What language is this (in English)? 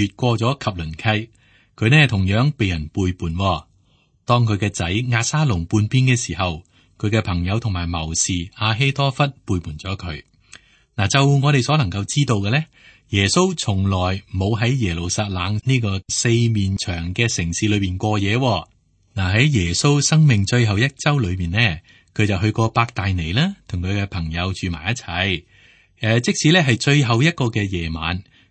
Cantonese